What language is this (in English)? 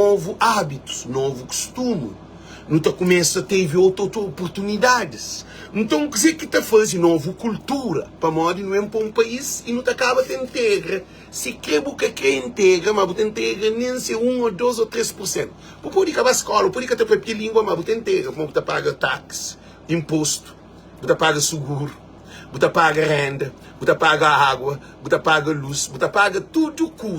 Kabuverdianu